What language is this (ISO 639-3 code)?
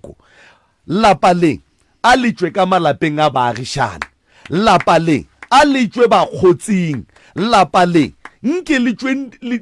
nso